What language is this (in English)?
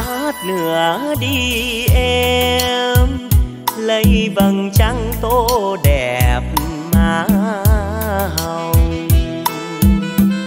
Vietnamese